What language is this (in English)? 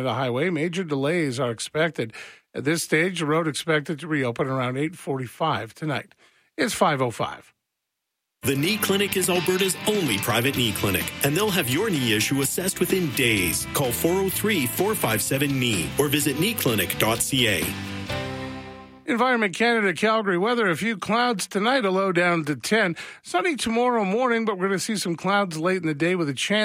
English